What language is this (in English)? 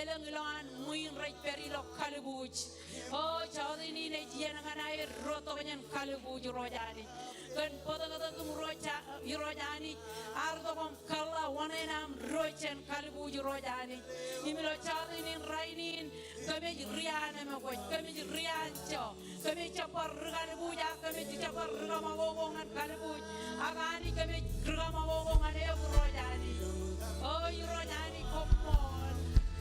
Marshallese